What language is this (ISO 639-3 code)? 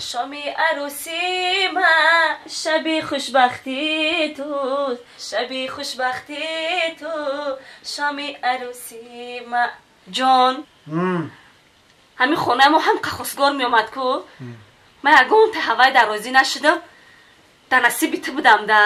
tgk